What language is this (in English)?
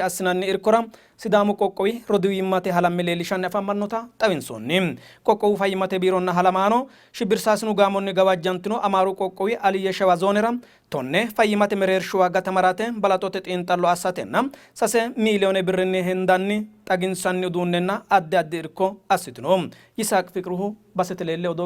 Sidamo